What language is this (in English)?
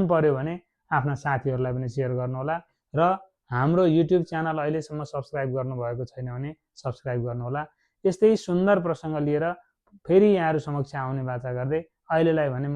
Nepali